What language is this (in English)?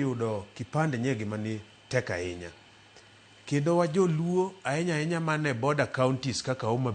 Luo (Kenya and Tanzania)